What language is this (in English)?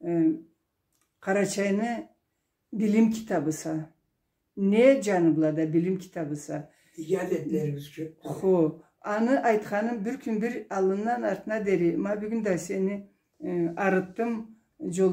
Karachay-Balkar